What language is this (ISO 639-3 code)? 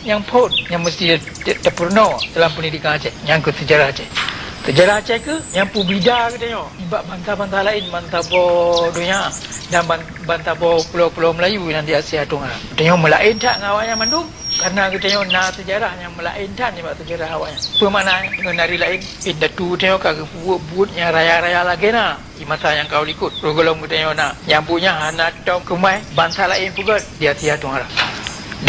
ace